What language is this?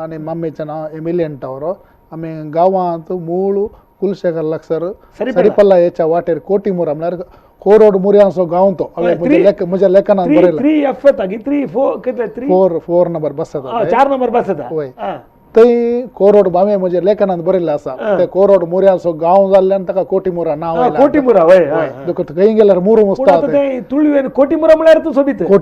Konkani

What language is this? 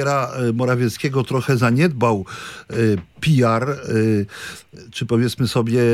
Polish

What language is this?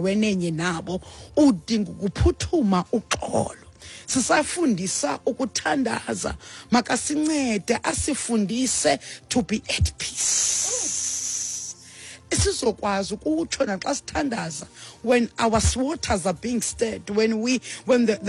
Xhosa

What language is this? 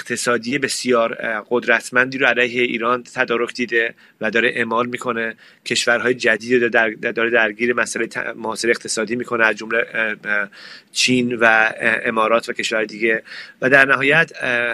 Persian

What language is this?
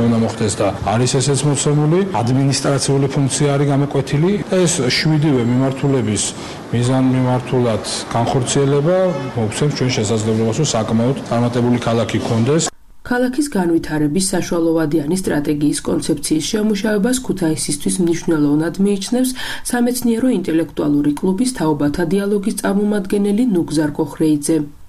Georgian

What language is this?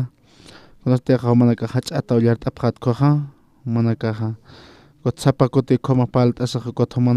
Aymara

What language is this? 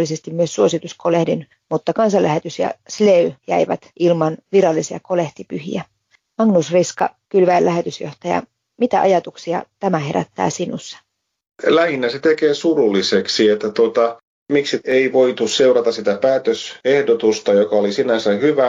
Finnish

